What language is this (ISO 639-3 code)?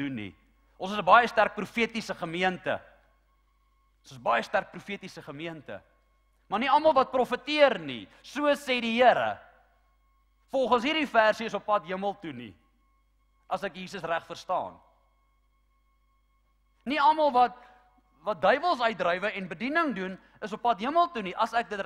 afr